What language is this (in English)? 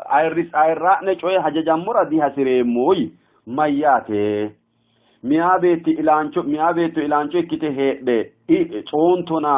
Sidamo